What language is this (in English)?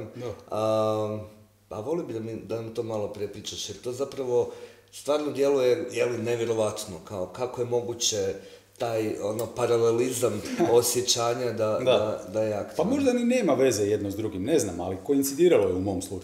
Croatian